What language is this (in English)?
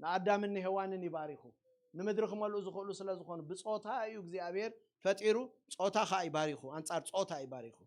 Tigrinya